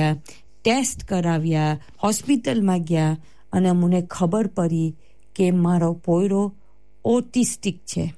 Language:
Gujarati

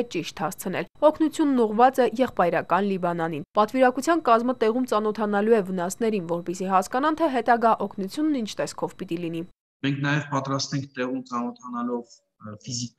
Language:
Armenian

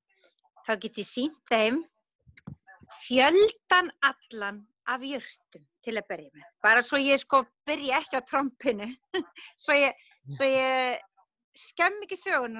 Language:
Icelandic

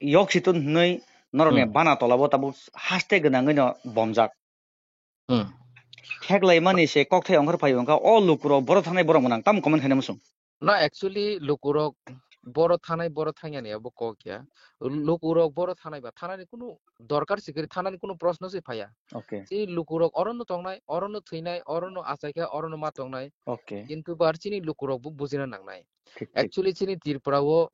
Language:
Kok Borok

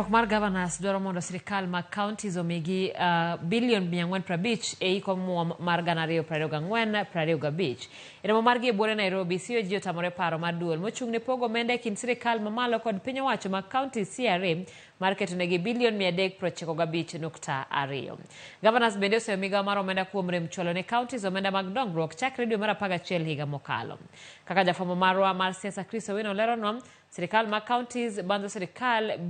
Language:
Luo (Kenya and Tanzania)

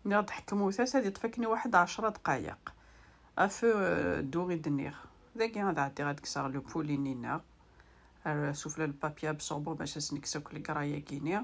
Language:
Kabyle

